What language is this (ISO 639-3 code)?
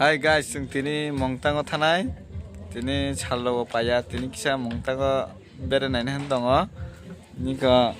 trp